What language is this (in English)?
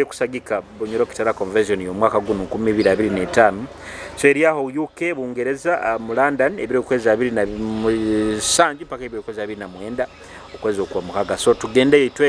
Nyoro